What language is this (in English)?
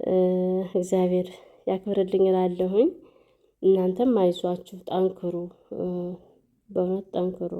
Amharic